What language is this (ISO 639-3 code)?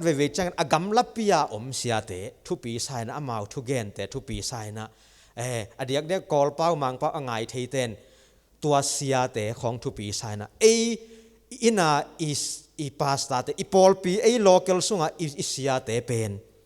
ctd